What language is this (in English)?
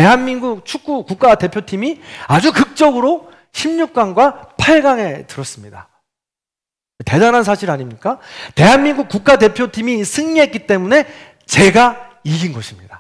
Korean